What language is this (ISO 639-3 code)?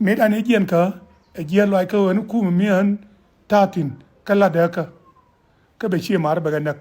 nus